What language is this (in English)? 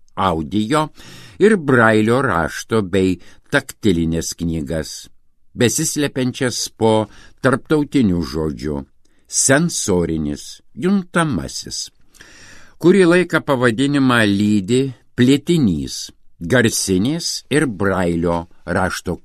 Lithuanian